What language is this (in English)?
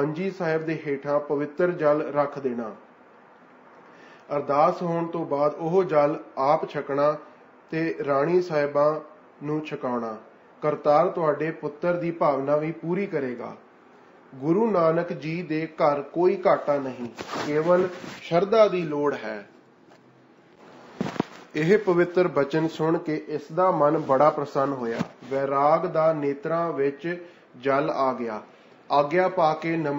Punjabi